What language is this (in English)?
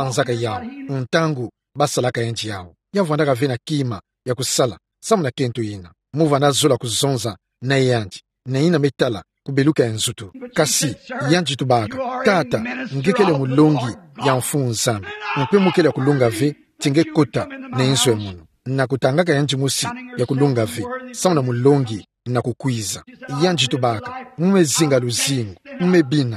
Kituba (Democratic Republic of Congo)